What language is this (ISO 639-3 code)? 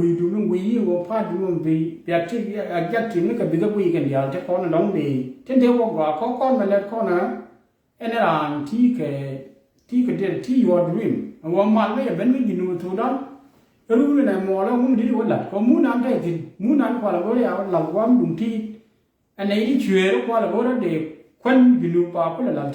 nus